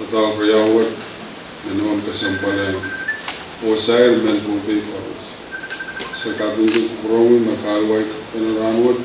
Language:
Pohnpeian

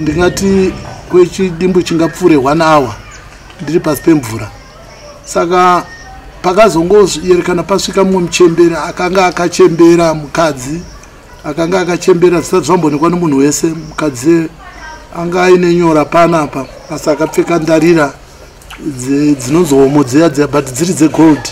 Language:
Shona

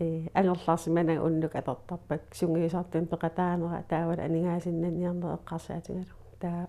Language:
Kalaallisut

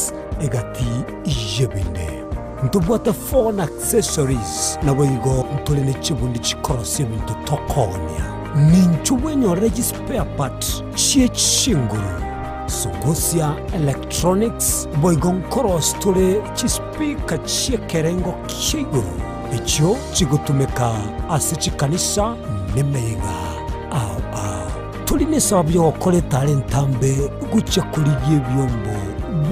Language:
Gusii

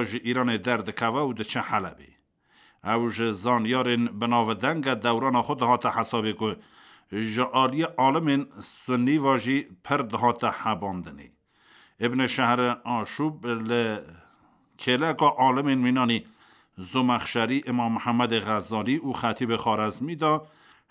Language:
Kurdish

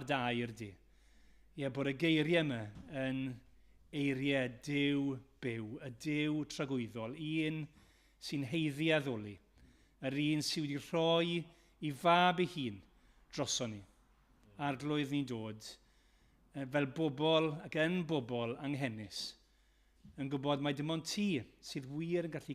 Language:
Welsh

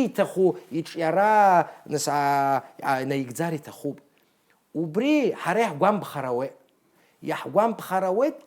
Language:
Abkhazian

